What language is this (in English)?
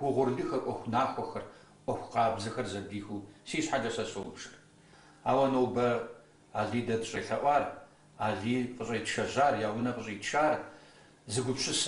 Kabardian